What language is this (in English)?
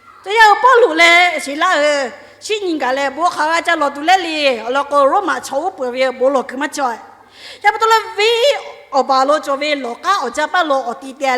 Lahu